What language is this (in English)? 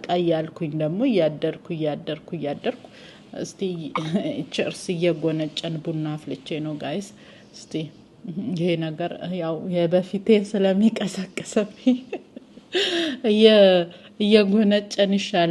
Amharic